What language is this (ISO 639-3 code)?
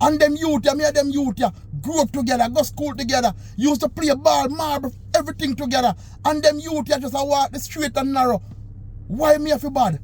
jam